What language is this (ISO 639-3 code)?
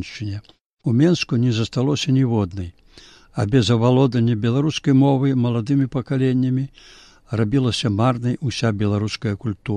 bel